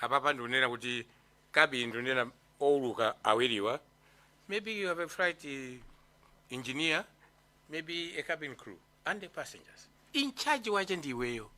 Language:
Nyanja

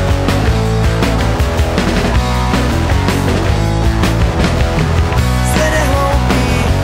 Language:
Czech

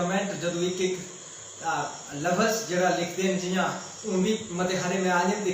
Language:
Dogri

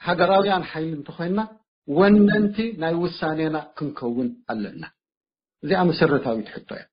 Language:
Tigrinya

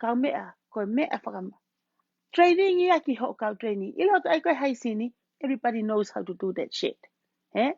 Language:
Tongan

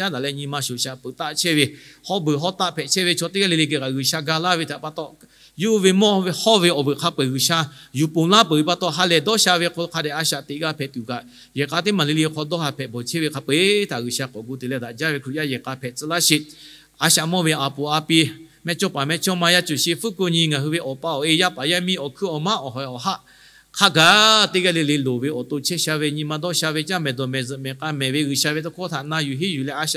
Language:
Lahu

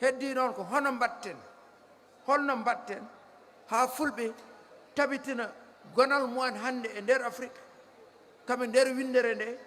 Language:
Fula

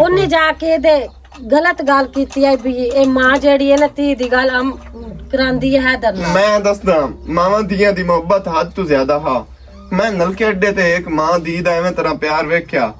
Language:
Western Panjabi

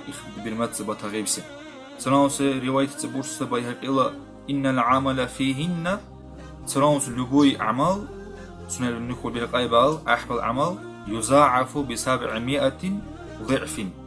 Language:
Dargwa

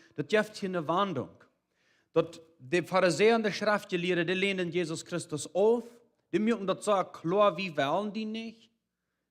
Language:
Plautdietsch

